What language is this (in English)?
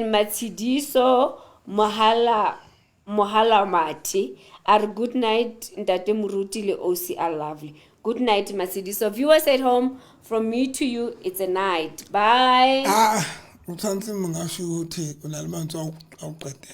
Southern Sotho